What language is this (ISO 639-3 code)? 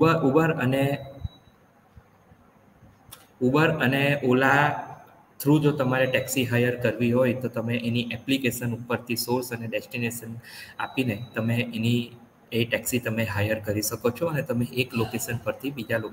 guj